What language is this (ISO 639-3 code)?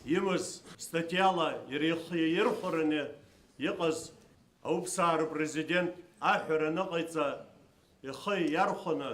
abk